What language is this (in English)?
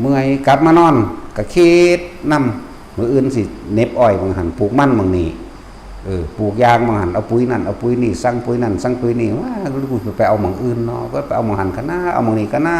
Northeastern Thai